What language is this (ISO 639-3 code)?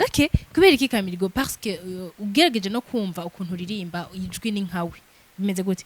run